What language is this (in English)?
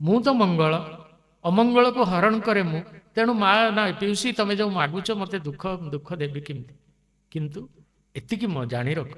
Odia